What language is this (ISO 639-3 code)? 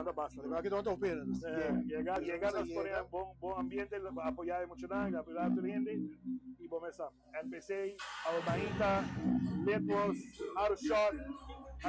pap